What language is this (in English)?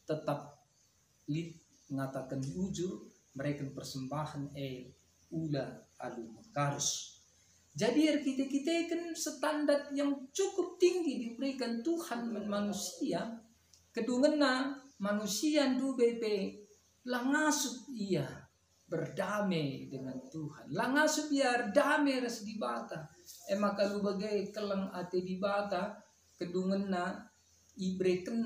Batak Karo